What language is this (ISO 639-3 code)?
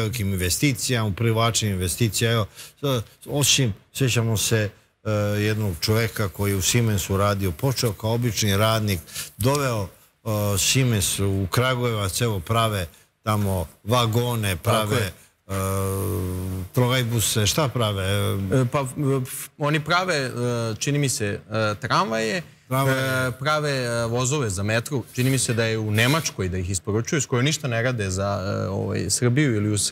srp